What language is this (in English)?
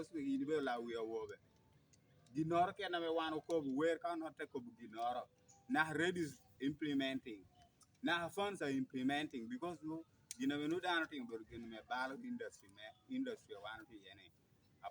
Acoli